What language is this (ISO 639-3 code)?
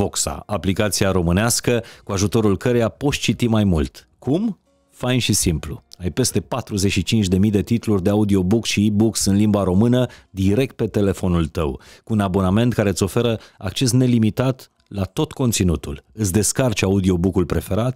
ron